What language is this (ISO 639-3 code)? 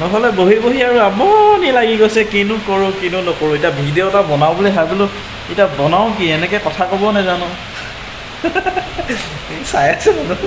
asm